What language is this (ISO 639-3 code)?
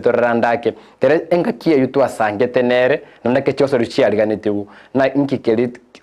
guz